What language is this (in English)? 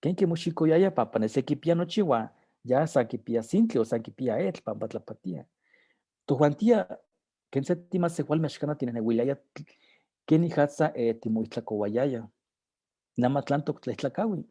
Eastern Huasteca Nahuatl